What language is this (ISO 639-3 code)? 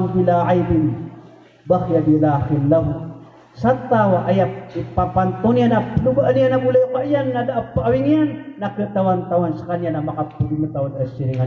mrw